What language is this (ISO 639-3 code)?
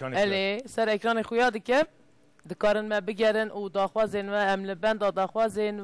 kur